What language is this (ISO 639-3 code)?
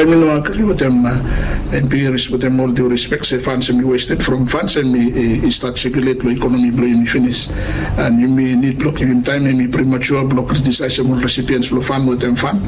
bis